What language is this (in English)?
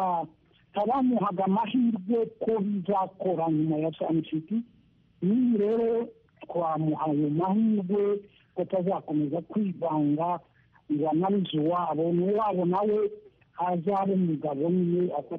Kinyarwanda